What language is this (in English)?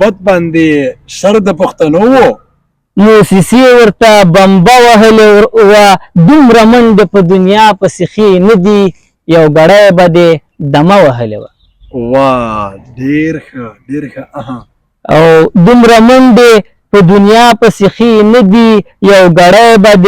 Pashto